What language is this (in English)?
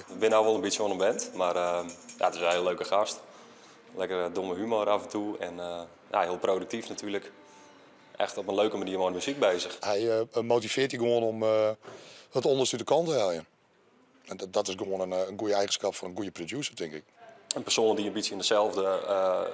Western Frisian